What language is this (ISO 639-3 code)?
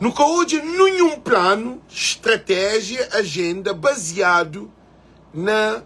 kea